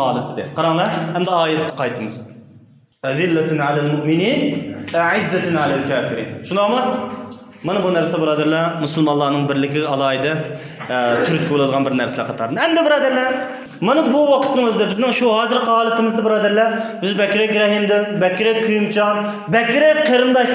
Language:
Uyghur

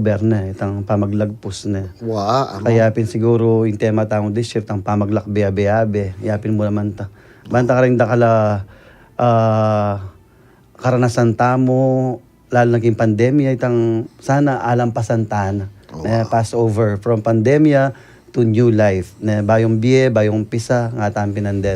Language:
Pampanga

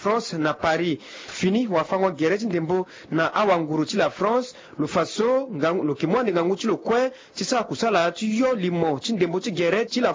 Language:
Sango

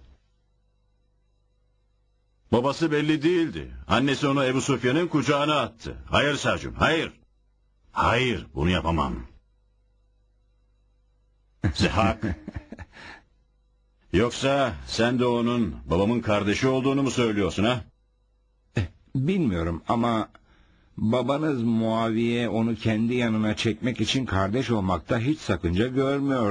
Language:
Turkish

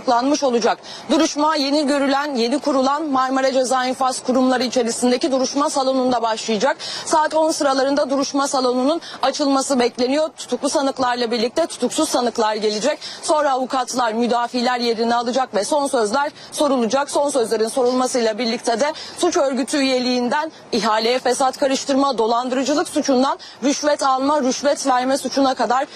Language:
Turkish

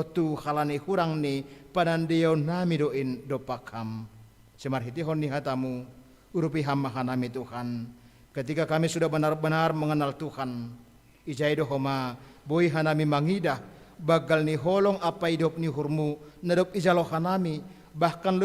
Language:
Batak Simalungun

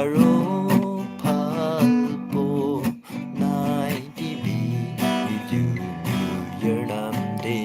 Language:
Naga Pidgin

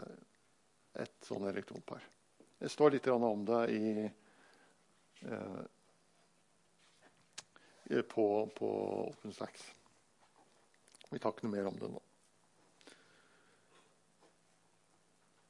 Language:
Norwegian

